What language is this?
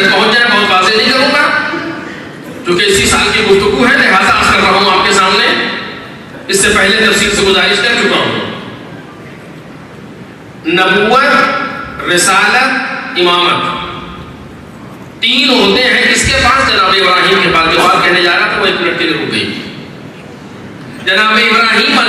Urdu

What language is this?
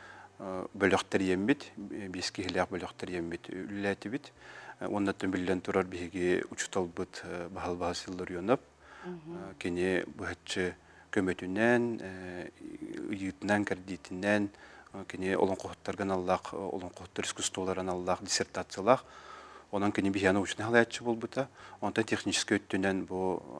Yakut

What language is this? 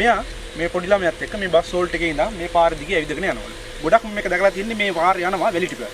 Sinhala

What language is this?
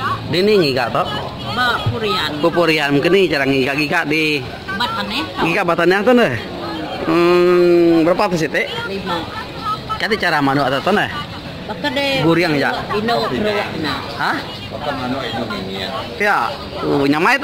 Iban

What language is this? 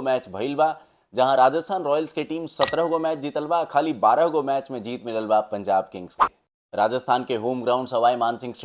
Bhojpuri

